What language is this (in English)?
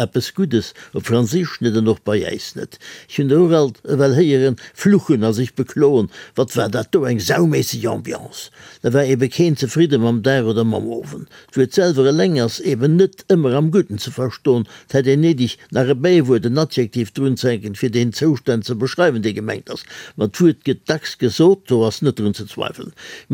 Luxembourgish